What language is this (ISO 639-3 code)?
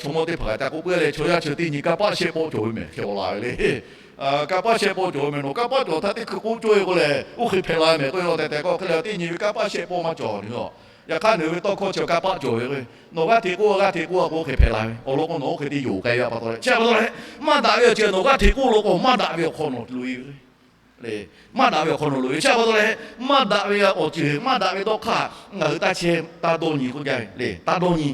lhu